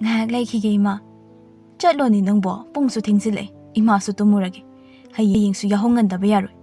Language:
Manipuri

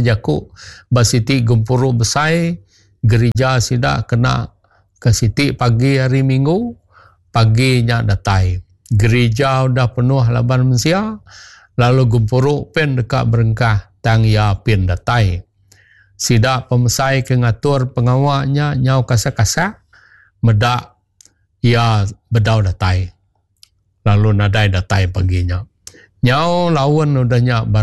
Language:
Iban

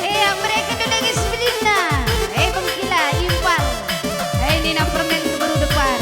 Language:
Batak Karo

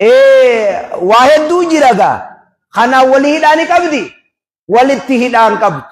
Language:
Oromo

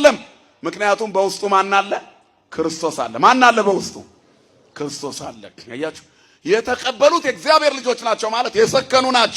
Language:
Amharic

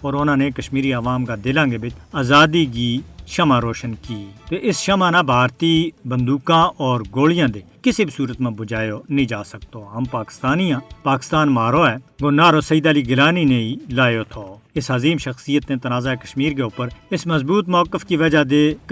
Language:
Gujari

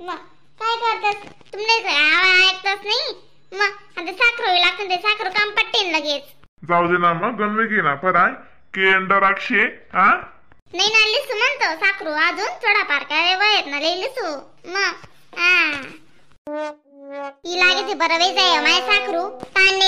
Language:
Khandesi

